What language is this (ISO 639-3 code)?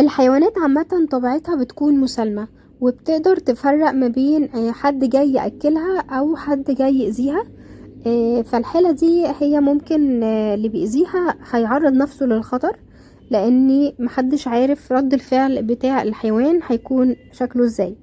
arz